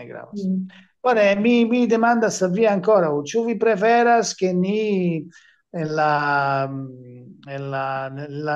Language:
Esperanto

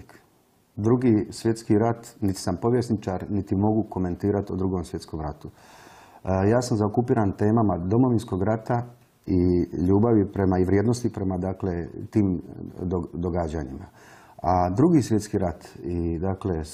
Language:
Croatian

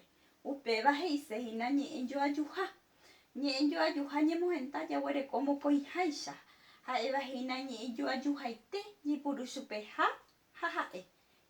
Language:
Guarani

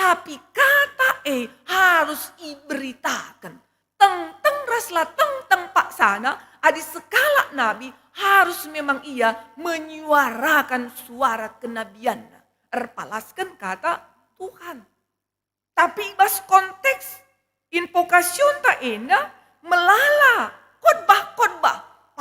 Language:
Batak Karo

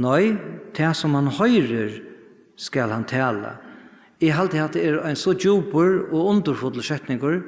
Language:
Faroese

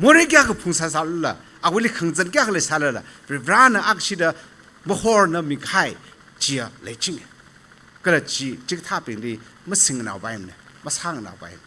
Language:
Tangkhul Naga (India)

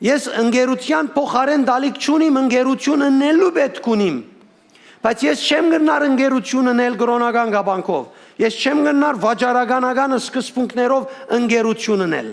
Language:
Western Armenian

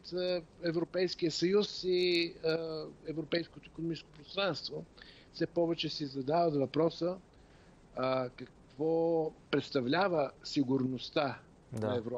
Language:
Bulgarian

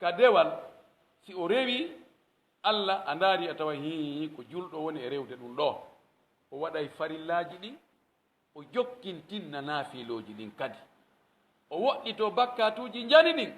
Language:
Pular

